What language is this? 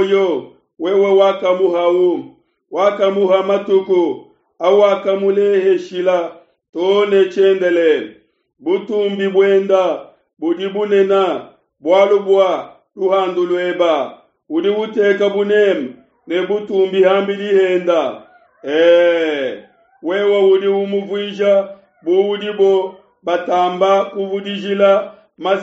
Luba-Lulua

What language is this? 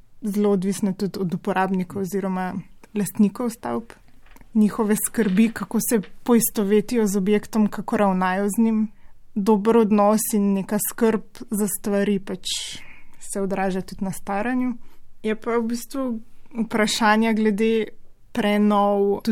Slovenian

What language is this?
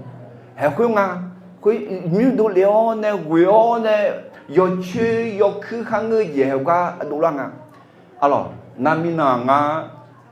Akha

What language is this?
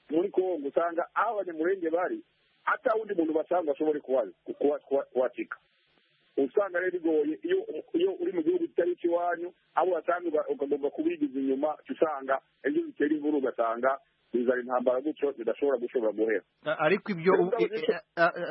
Kinyarwanda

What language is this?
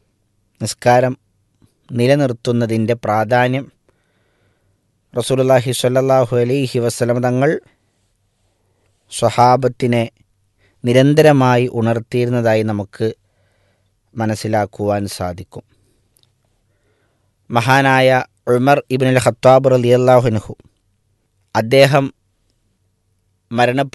Malayalam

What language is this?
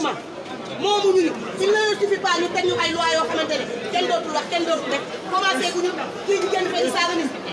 Wolof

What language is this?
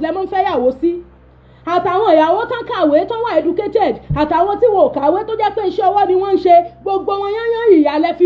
Yoruba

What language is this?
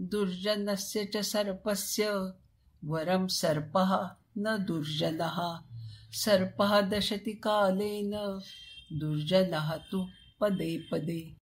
Sanskrit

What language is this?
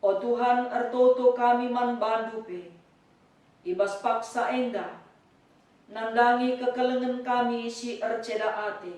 Batak Karo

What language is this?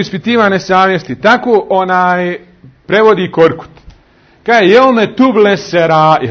Bosnian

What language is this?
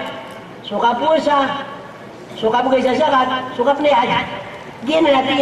Maranao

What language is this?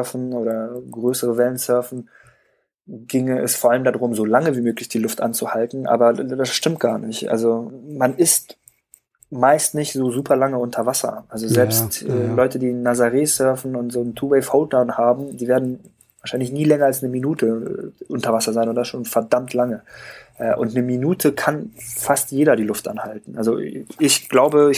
German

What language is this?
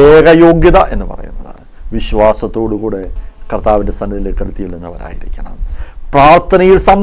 Malayalam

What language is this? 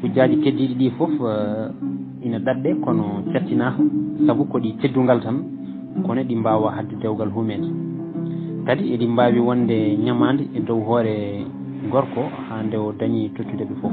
Fula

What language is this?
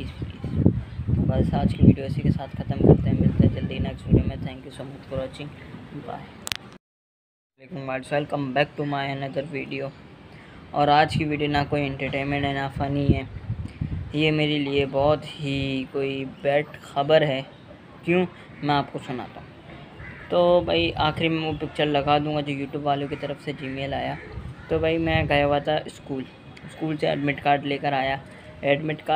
Hindi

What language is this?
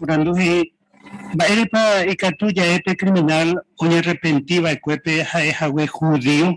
Guarani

